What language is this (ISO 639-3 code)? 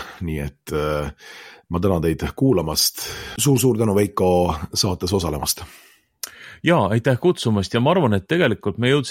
est